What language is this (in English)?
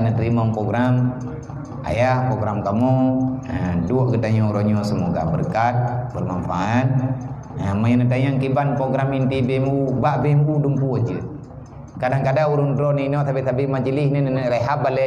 Achinese